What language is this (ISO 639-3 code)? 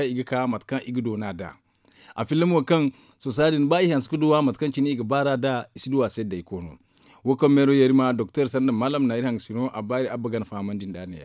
dje